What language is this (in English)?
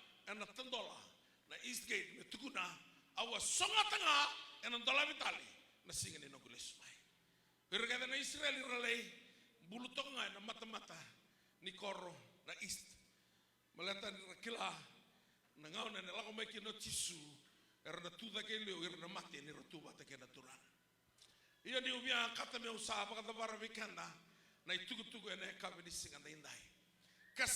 Fijian